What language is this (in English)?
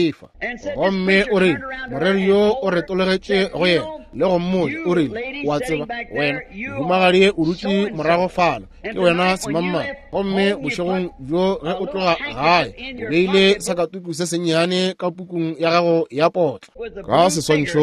Northern Sotho